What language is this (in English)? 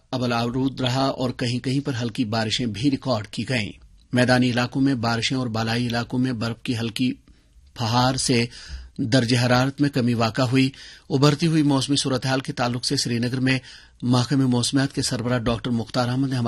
Urdu